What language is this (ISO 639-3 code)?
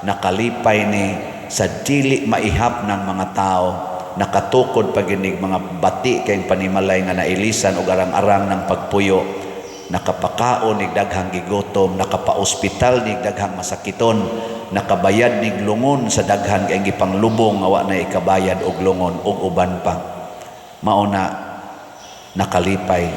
ceb